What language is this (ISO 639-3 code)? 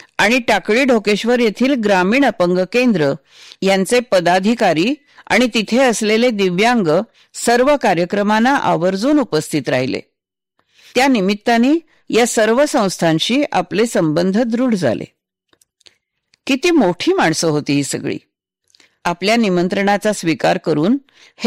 mar